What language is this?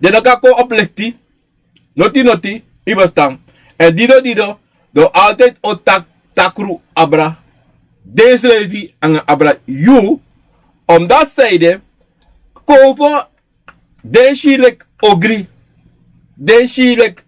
Sranan Tongo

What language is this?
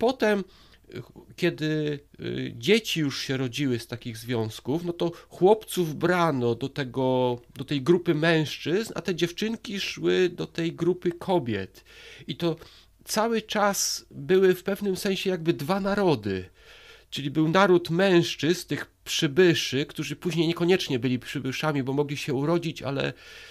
Polish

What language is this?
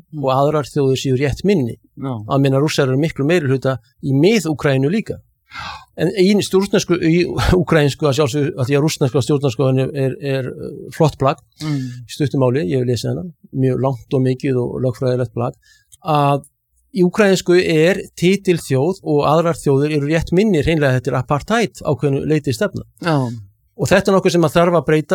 Icelandic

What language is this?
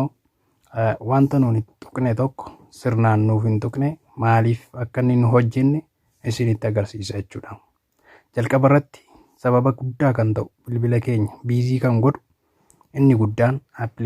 Oromo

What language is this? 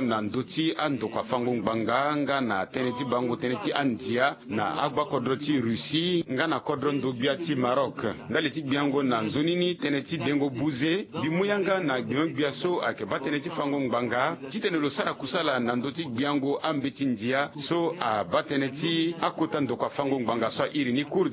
Sango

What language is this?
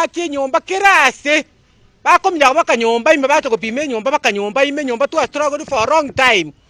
Gusii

